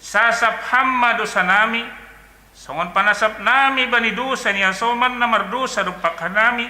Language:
Batak Simalungun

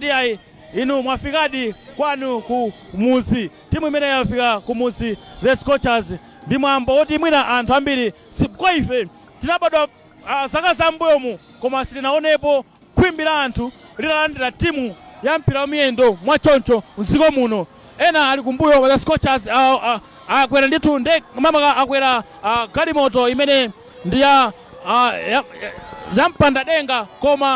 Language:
Nyanja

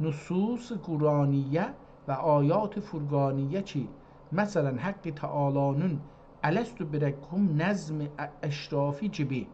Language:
South Azerbaijani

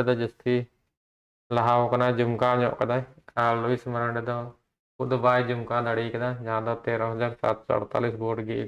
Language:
Santali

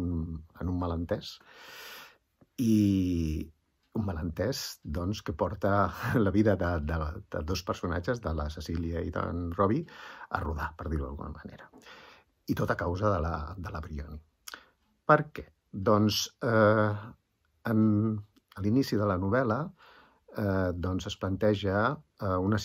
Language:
Catalan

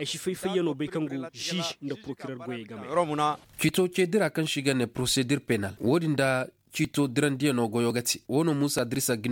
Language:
Koyraboro Senni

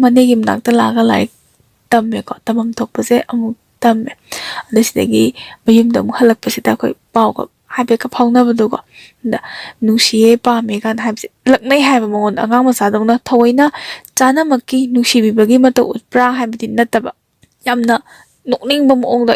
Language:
Manipuri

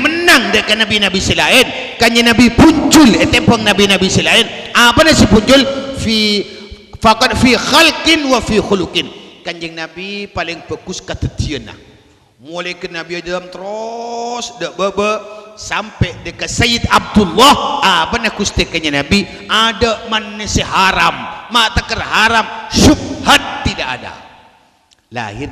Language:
Madurese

